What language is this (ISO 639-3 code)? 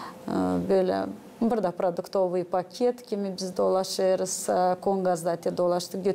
gag